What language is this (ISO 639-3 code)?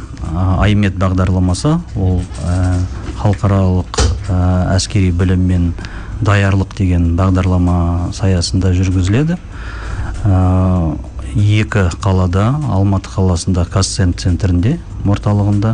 kaz